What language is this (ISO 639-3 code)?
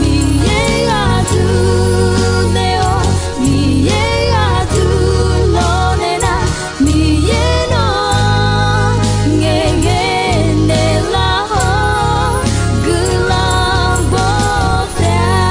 ahk